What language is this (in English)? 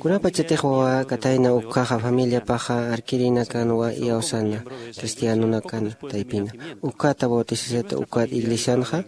Aymara